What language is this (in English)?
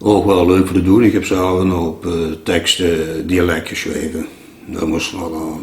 Limburgish